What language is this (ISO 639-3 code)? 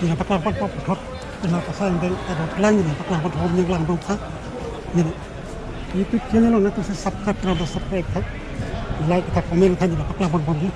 mjw